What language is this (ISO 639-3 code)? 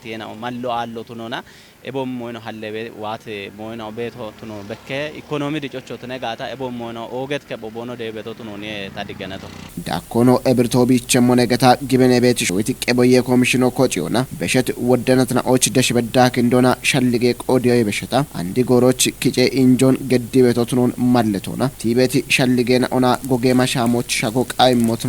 kbr